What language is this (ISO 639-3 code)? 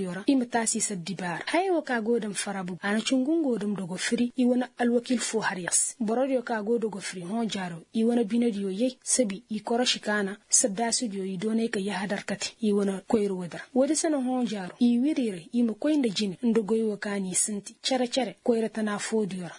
ses